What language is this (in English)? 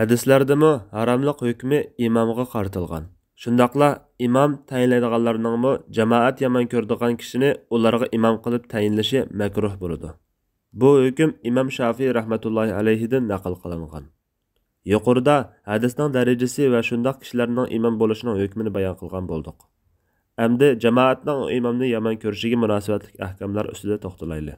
Uyghur